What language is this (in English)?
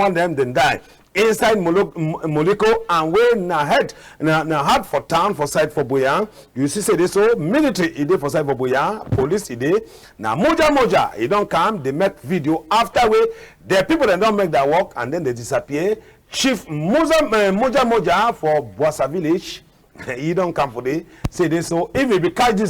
Cameroon Pidgin